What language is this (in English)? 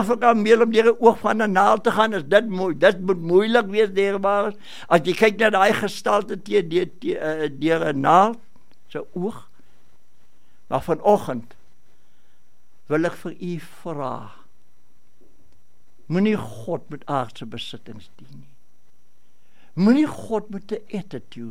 Afrikaans